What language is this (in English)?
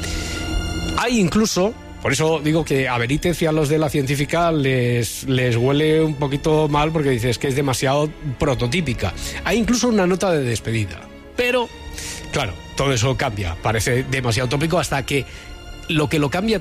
Spanish